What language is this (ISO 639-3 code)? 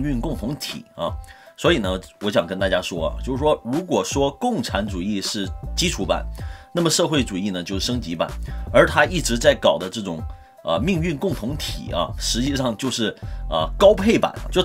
zho